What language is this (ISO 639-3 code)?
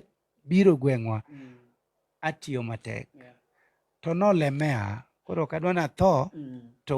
luo